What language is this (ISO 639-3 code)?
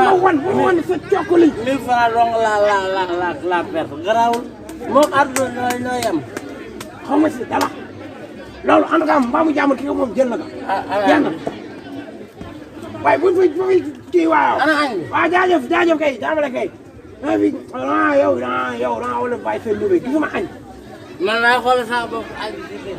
wol